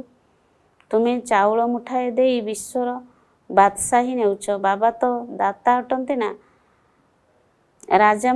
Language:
Odia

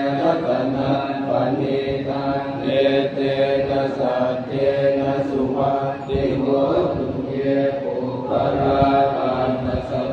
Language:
Pali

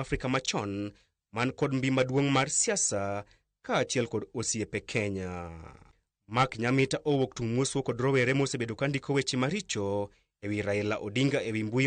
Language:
Luo (Kenya and Tanzania)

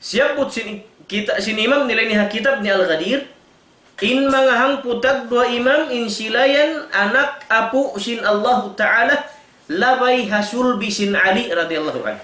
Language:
Tausug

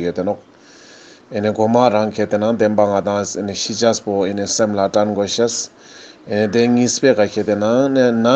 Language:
Ladakhi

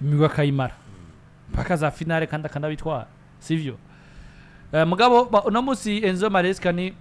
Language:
Rundi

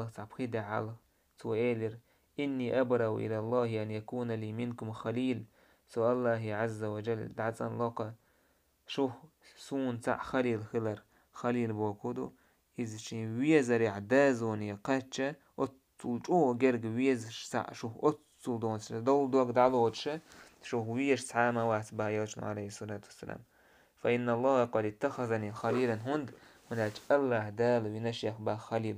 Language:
Chechen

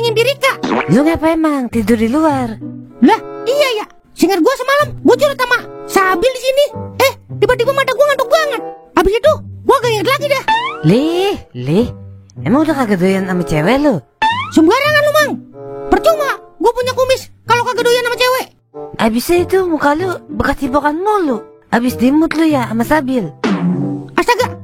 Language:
Betawi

